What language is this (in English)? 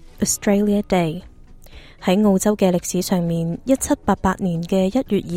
Cantonese